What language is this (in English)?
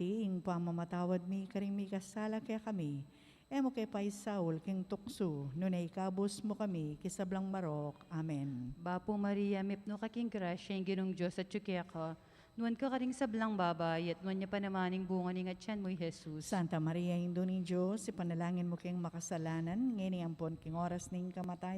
Pampanga